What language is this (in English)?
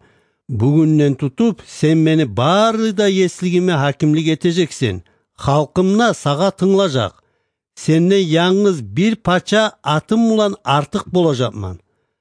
Kumyk